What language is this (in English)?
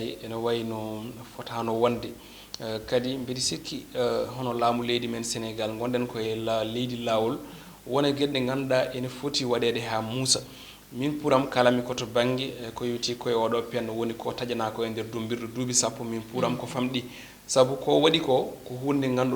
Fula